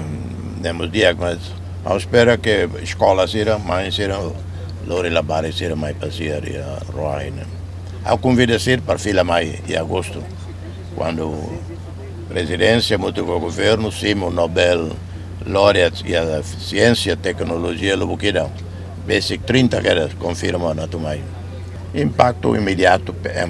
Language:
Tetum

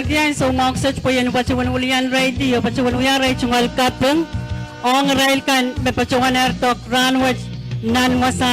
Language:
Pohnpeian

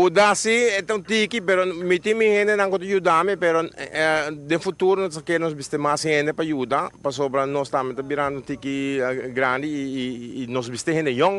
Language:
Papiamento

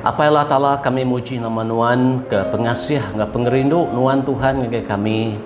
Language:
Iban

